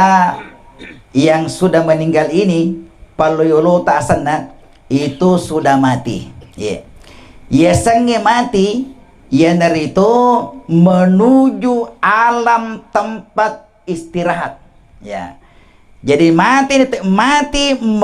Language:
Buginese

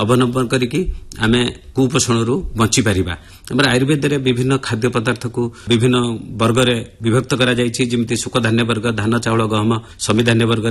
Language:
Odia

